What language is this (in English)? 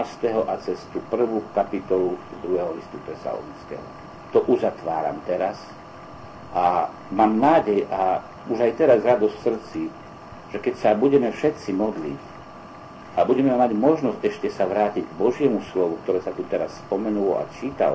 Slovak